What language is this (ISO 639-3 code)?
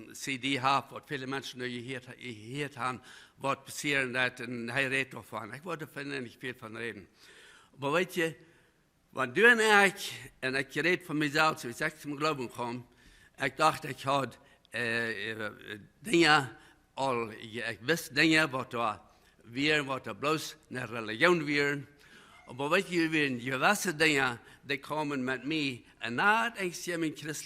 pdt